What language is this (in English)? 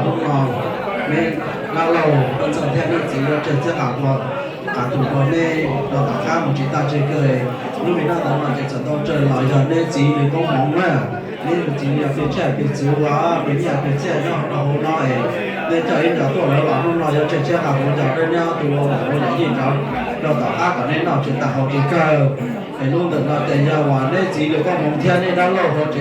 Hmong